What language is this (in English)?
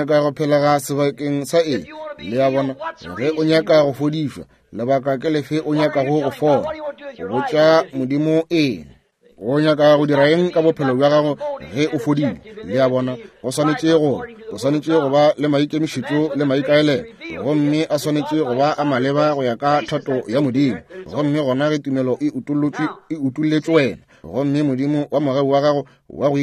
Northern Sotho